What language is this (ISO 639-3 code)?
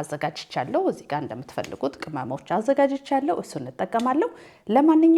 amh